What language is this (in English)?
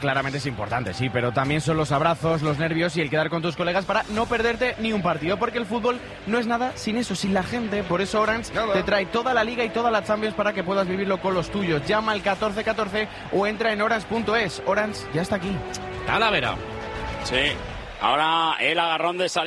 Spanish